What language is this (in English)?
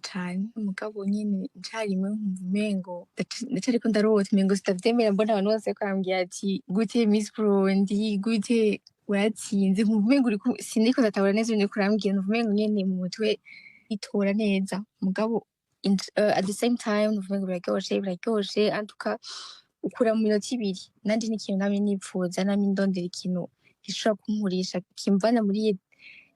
Rundi